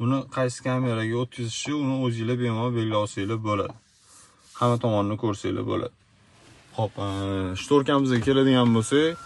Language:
Uzbek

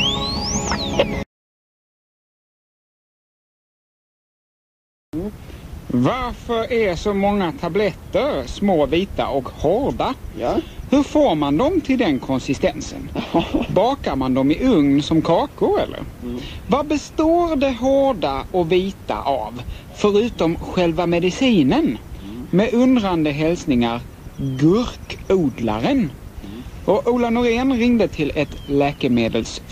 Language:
Swedish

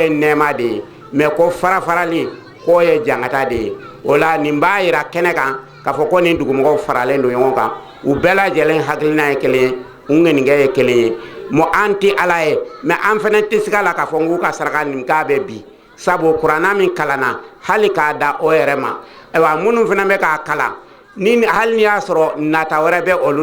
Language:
Bambara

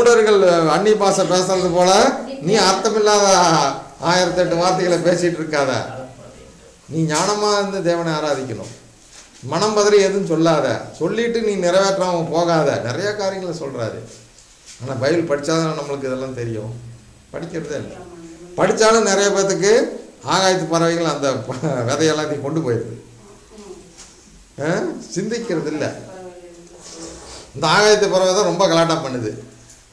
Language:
Tamil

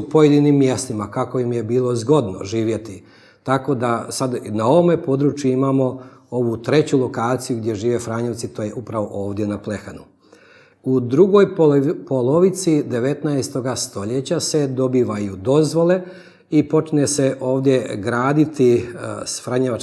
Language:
Bosnian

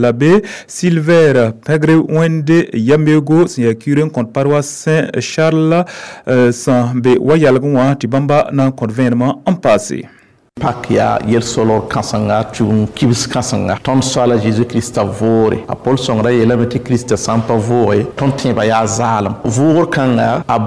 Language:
Mossi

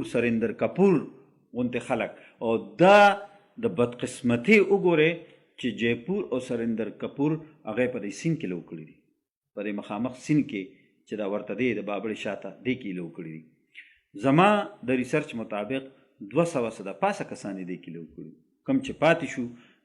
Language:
Pashto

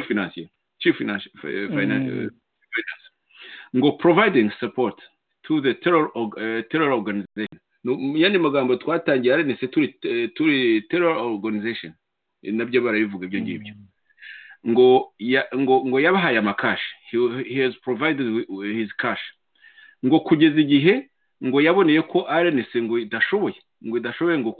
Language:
Kinyarwanda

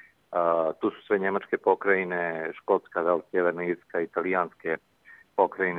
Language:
Bosnian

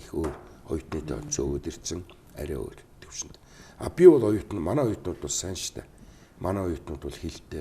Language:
Mongolian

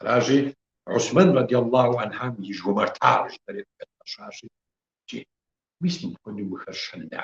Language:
Kabardian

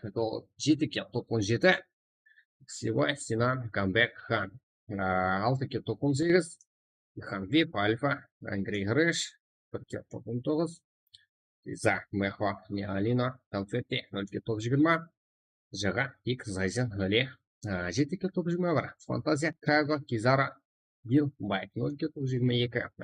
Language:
Kara-Kalpak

